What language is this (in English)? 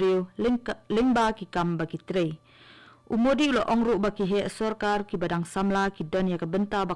Khasi